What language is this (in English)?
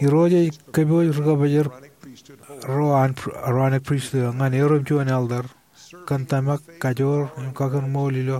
Marshallese